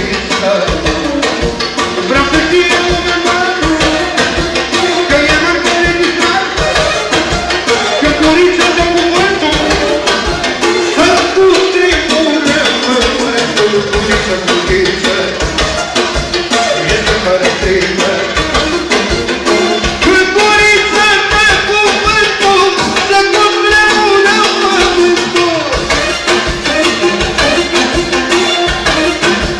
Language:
Romanian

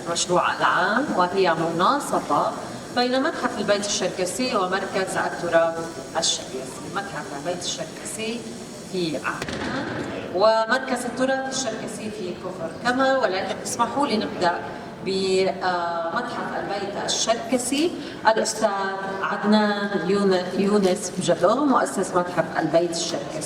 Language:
North Levantine Arabic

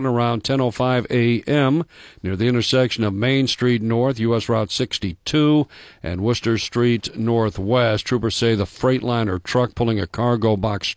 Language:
English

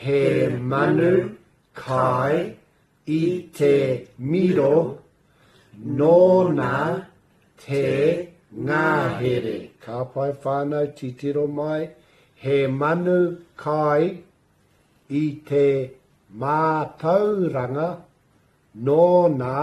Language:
Māori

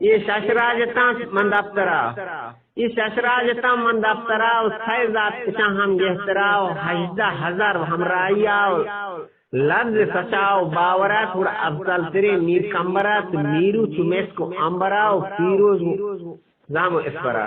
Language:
Eastern Balochi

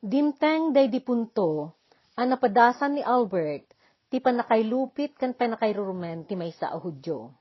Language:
Iloko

